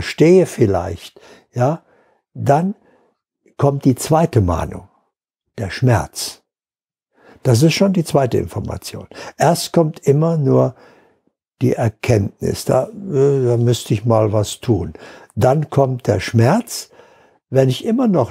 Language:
German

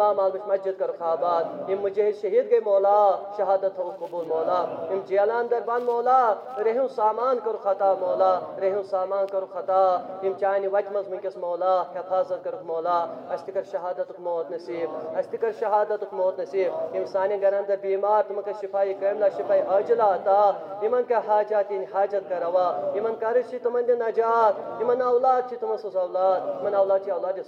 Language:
Kashmiri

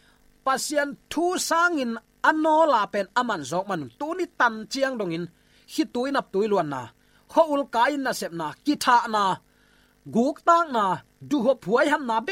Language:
Tedim Chin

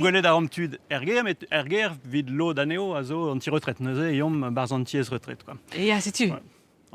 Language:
Breton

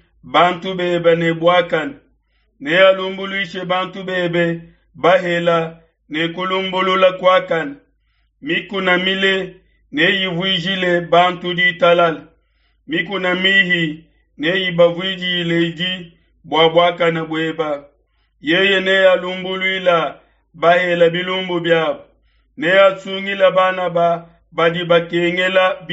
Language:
Luba-Lulua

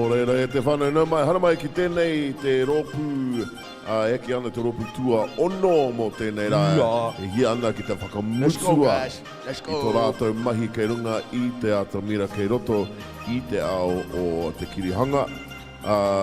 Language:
Māori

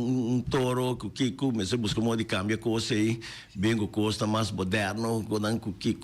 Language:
Papiamento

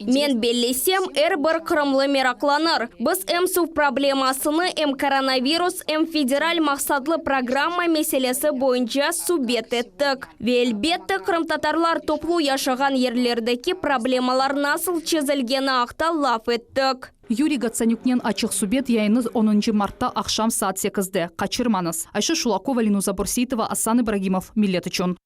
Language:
Crimean Tatar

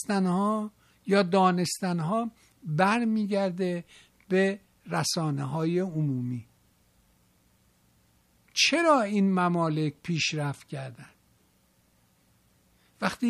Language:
Persian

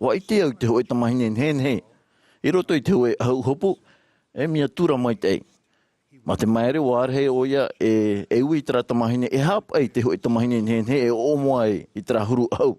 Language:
Tahitian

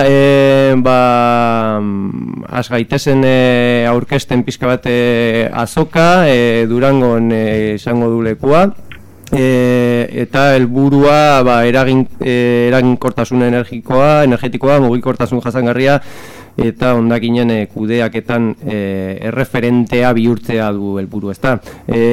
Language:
Basque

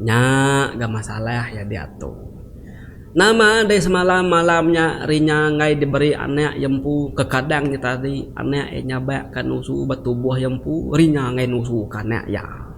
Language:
Iban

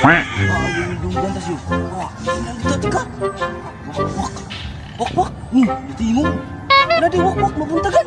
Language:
Cebuano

